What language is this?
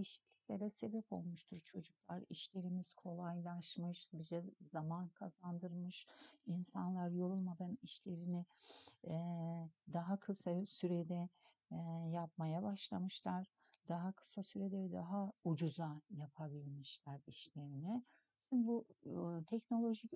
Turkish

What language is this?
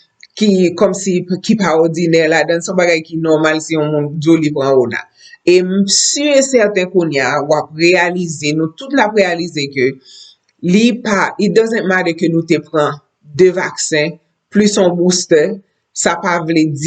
Haitian Creole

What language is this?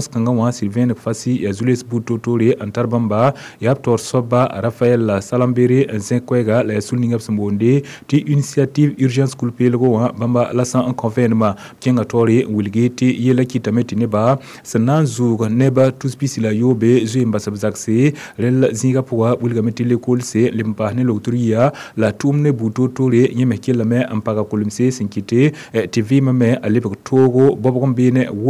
Mossi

